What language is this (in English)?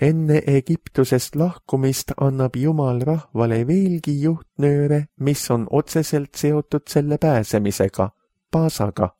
Estonian